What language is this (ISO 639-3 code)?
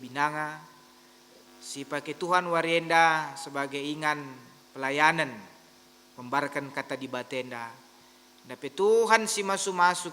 btx